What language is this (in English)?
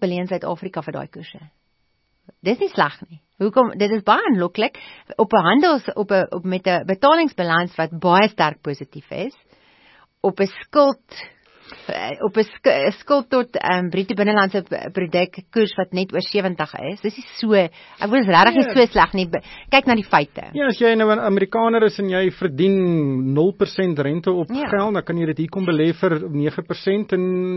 Afrikaans